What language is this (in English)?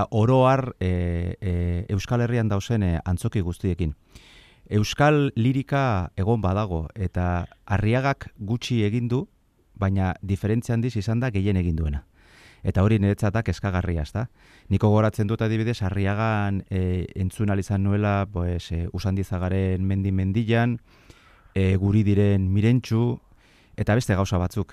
Basque